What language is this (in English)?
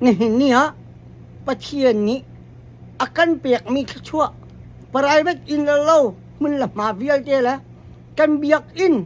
Hakha Chin